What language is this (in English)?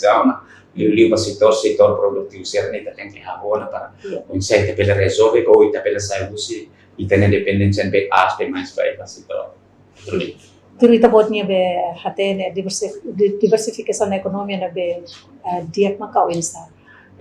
Tetum